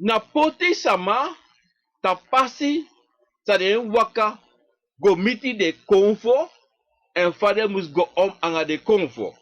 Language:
Sranan Tongo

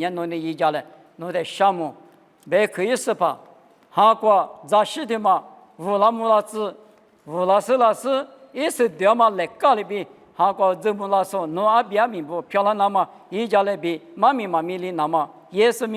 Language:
Lisu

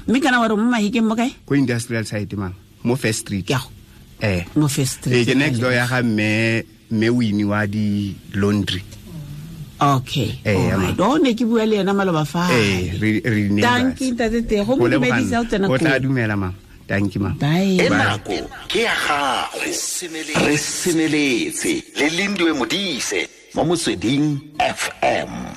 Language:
Tswana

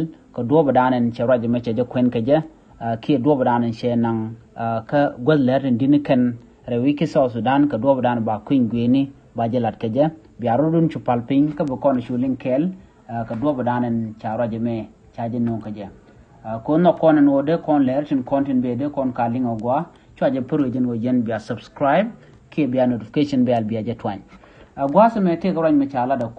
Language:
Nuer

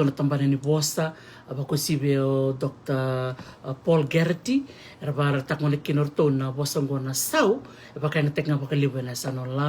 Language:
Fijian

